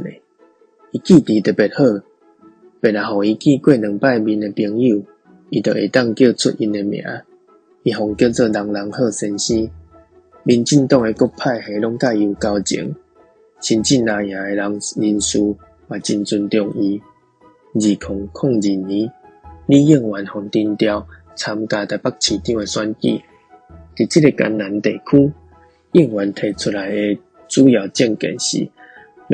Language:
Min Nan Chinese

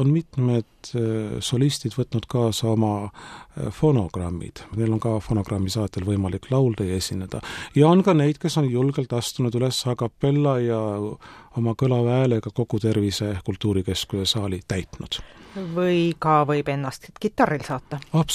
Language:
Estonian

